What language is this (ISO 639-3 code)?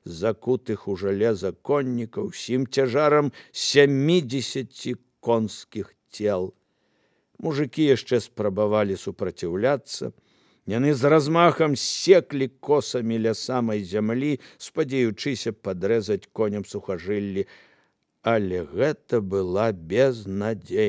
bel